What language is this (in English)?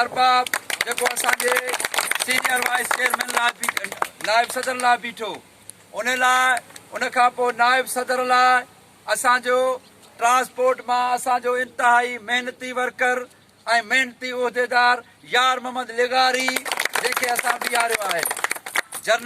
Sindhi